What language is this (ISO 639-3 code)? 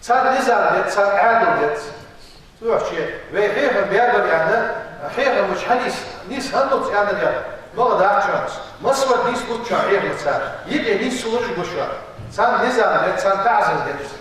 inh